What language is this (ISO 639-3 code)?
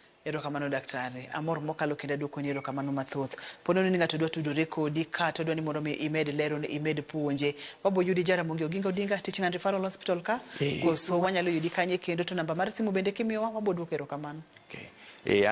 luo